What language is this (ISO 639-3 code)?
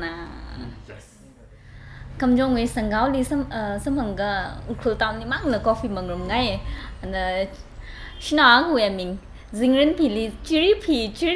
nmf